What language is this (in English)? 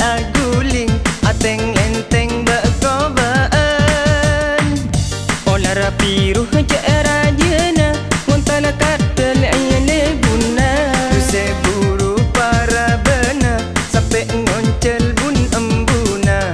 Madurese